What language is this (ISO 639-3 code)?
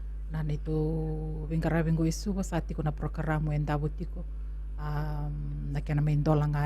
fij